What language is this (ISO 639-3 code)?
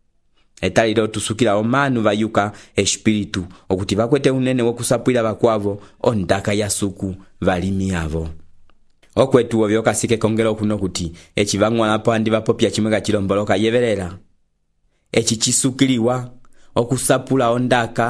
umb